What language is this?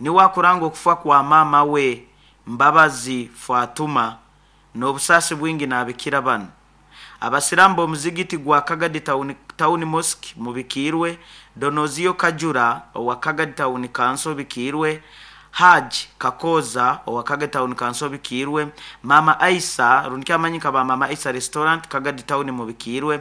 Nyankole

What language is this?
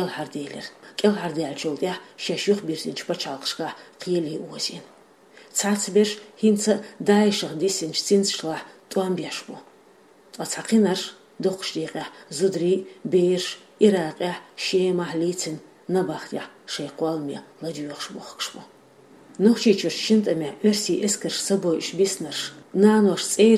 Chechen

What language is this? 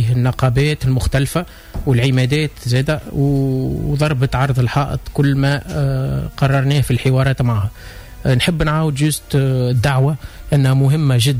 Tunisian Arabic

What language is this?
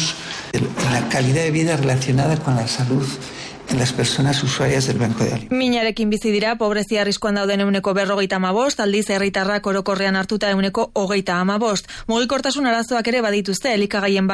Basque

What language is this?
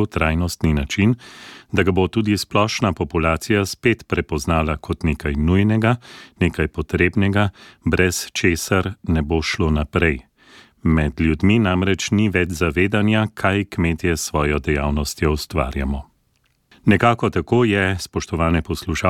Slovenian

